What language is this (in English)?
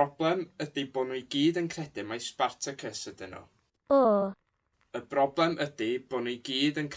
Welsh